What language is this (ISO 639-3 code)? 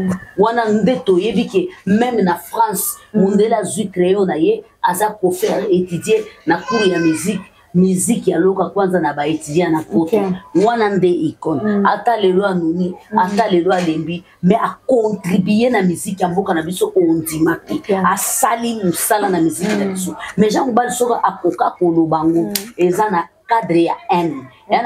lin